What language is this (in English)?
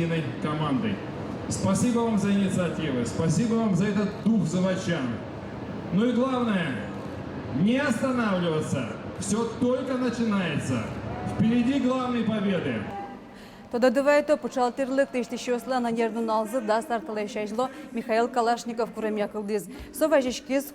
Udmurt